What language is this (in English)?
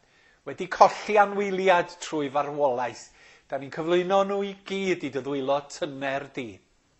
Welsh